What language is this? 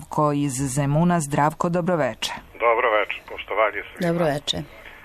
Serbian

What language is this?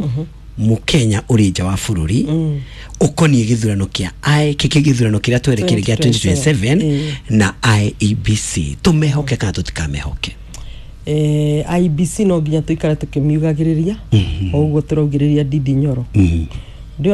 Kikuyu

